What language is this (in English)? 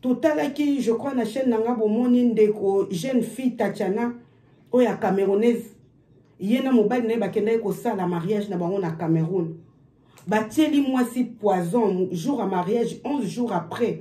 Lingala